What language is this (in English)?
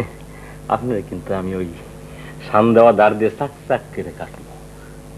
Bangla